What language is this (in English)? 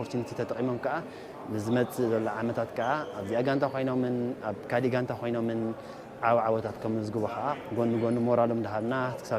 Tigrinya